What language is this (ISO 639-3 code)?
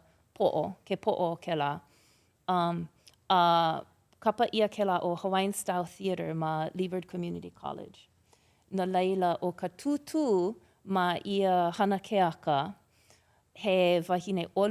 haw